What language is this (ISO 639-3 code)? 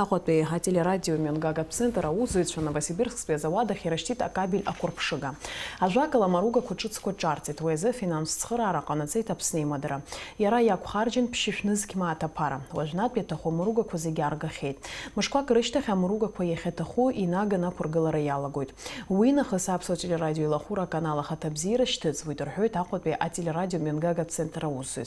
abk